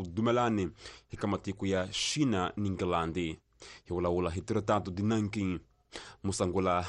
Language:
Tsonga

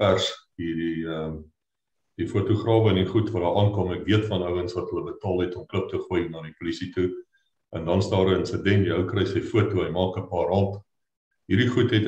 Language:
Afrikaans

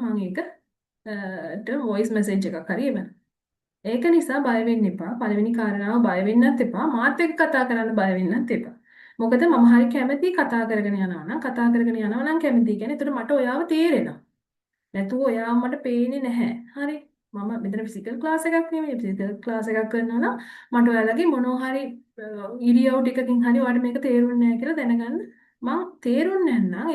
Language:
Sinhala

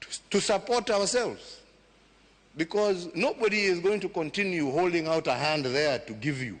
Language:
Luo (Kenya and Tanzania)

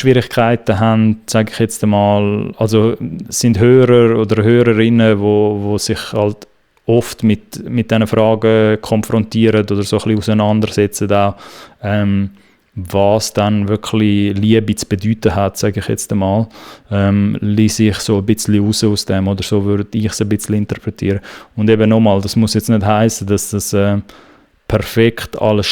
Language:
Swiss German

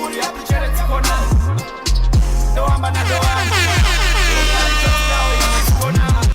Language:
Venda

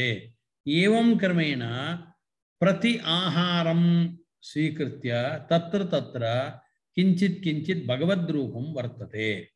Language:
Sanskrit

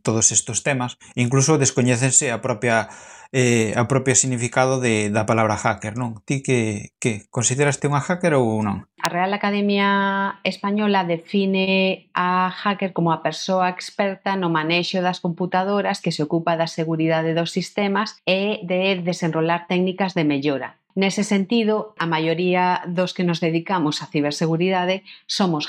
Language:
Galician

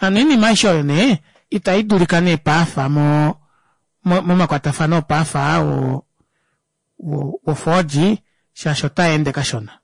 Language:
Kuanyama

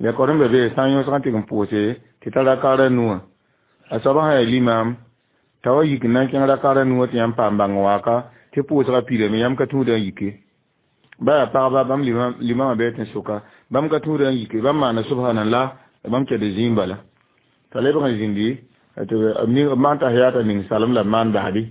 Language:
Mossi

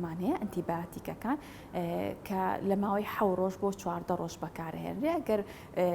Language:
Central Kurdish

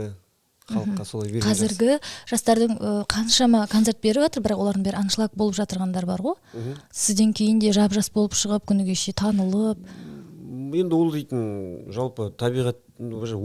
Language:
Kazakh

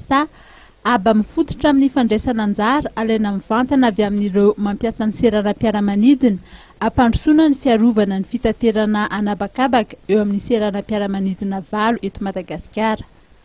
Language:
Malagasy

